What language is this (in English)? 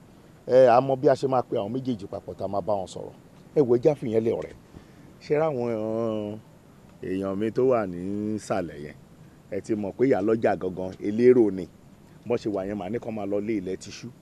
Yoruba